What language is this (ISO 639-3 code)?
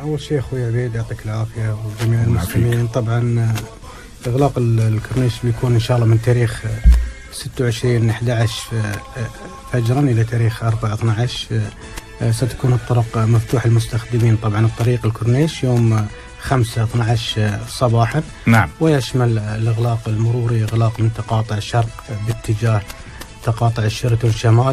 urd